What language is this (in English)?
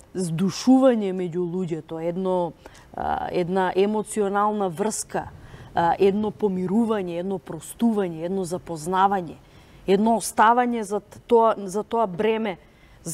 Macedonian